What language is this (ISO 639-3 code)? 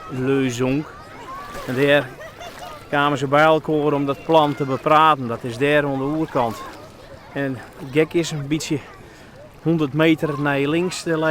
fry